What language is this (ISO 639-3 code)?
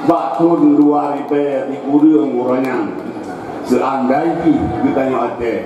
ace